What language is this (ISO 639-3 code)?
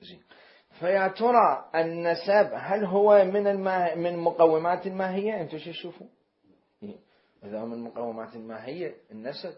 acm